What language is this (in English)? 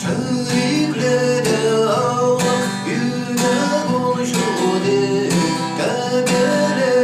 Chuvash